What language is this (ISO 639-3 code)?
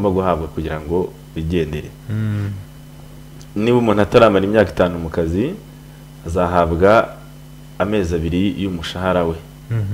kin